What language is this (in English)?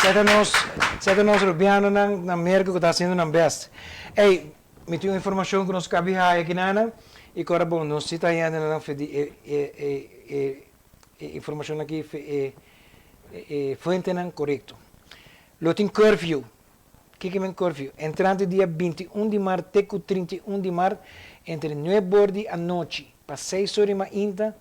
Papiamento